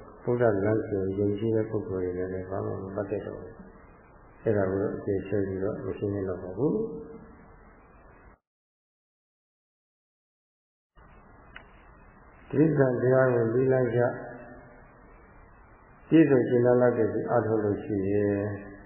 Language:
Burmese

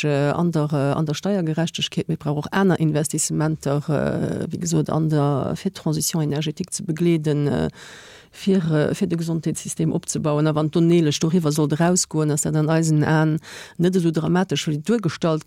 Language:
Luxembourgish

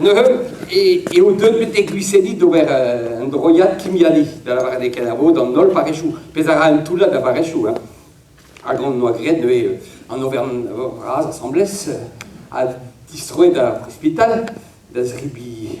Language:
Breton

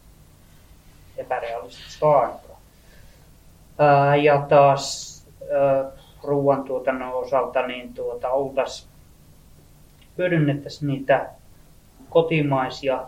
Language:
Finnish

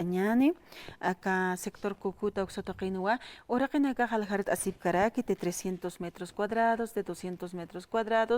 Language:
Aymara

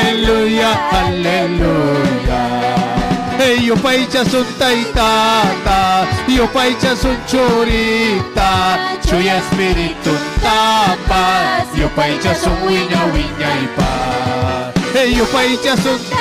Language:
Ayacucho Quechua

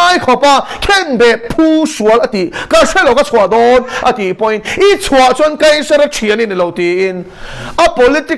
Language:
Mizo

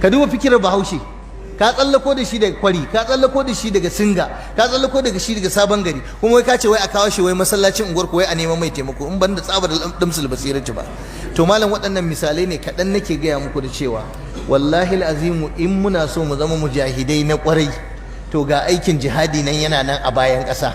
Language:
Hausa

